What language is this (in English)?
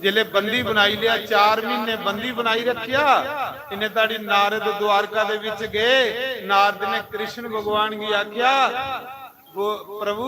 Dogri